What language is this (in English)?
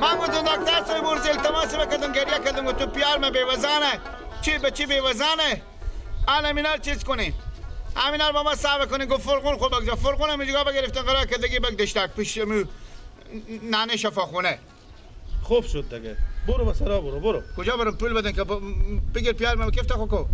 Persian